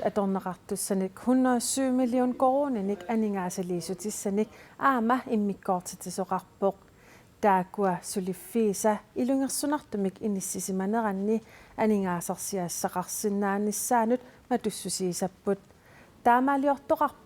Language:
Kalaallisut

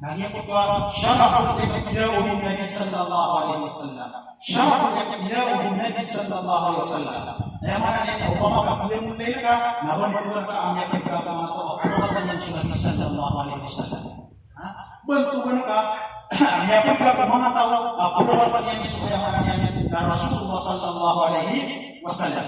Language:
Maranao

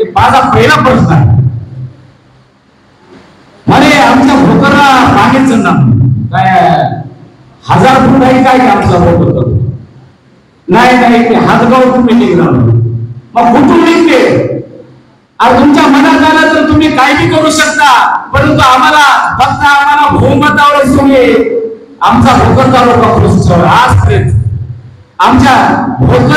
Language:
Marathi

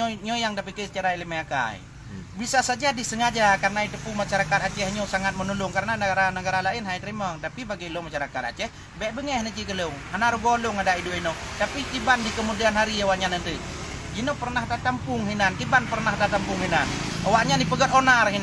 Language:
Achinese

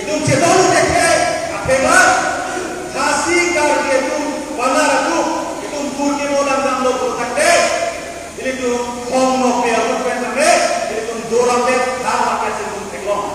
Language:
Karbi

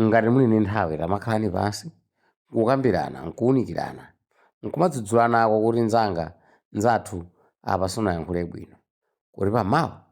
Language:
Nyanja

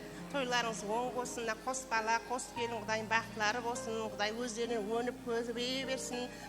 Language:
Kara-Kalpak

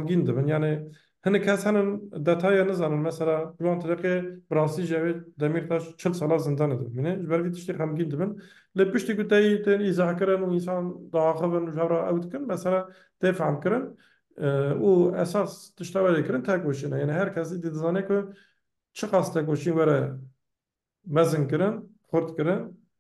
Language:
Kurdish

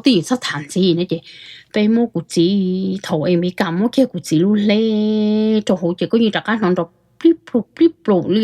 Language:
Hmong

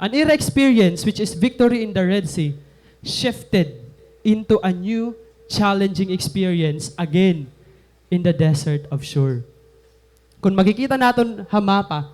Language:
Waray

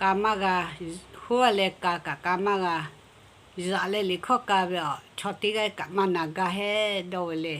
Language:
Lahu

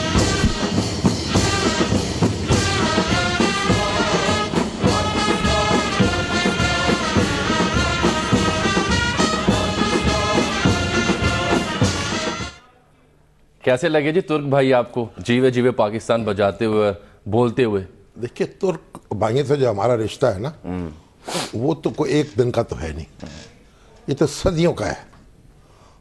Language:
Urdu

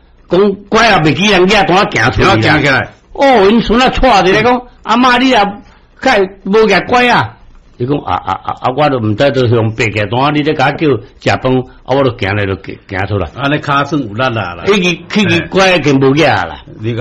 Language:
Min Nan Chinese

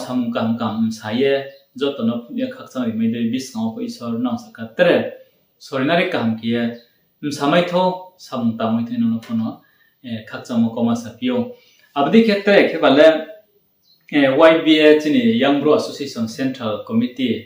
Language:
Riang (India)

